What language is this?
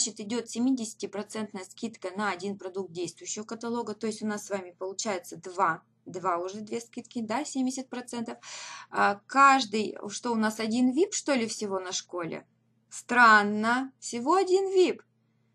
Russian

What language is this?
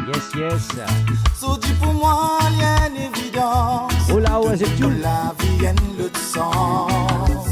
Morisyen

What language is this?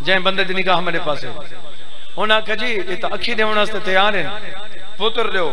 Saraiki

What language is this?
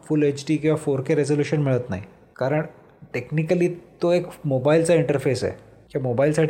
Marathi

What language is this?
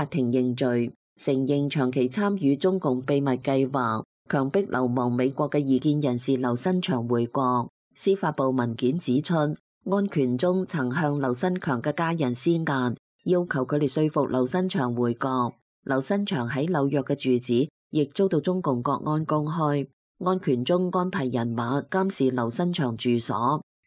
Cantonese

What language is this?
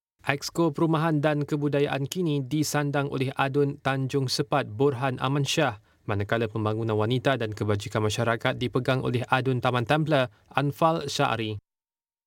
Malay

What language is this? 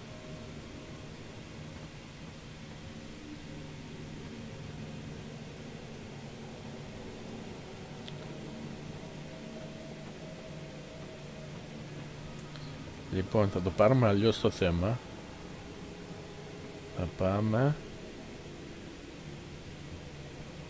Greek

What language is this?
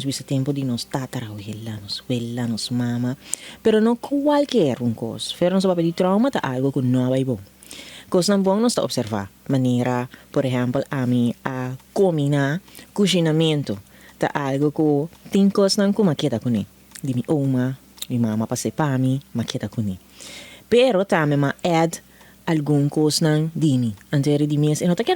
Papiamento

